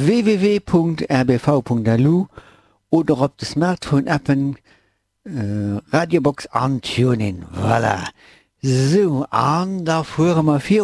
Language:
Luxembourgish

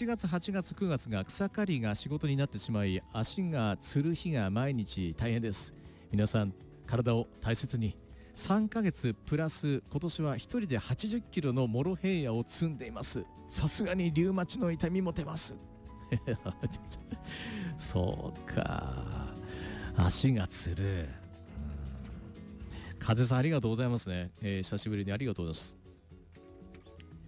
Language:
Japanese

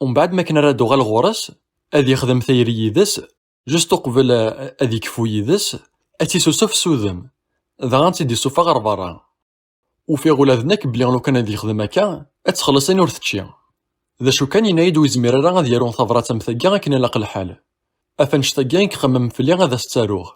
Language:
Kabyle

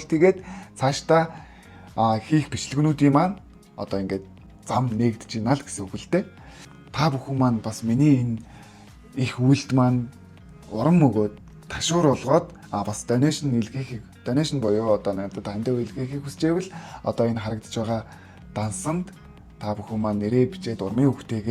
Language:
Mongolian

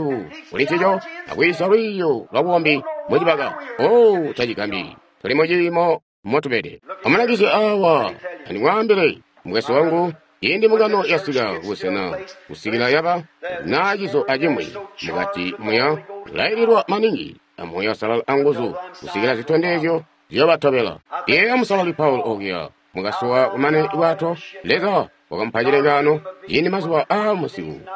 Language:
Tonga (Zambia)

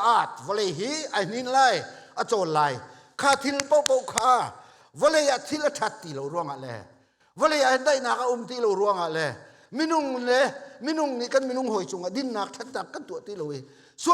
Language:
Hakha Chin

